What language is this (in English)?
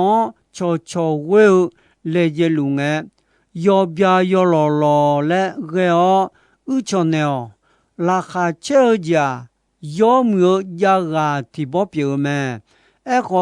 Akha